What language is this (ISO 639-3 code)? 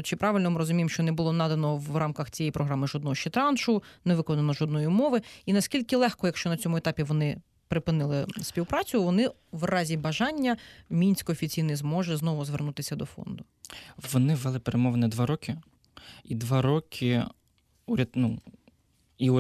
ukr